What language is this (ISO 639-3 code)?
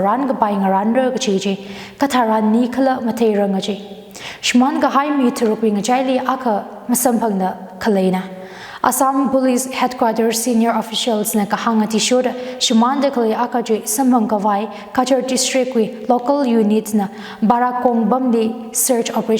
nmf